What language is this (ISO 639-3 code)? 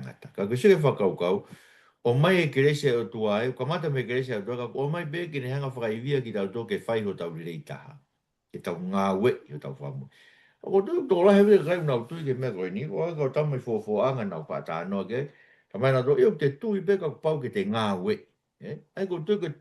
ton